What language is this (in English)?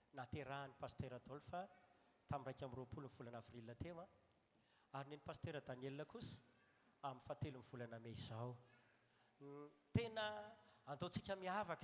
Malagasy